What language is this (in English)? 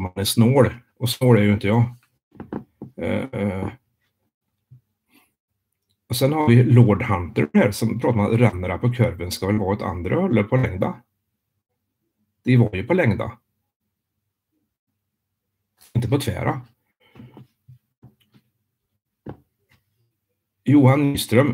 Swedish